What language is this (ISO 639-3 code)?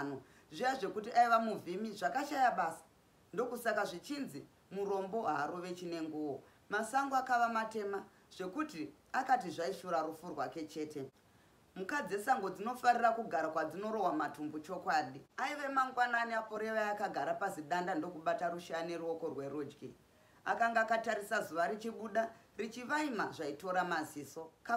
sna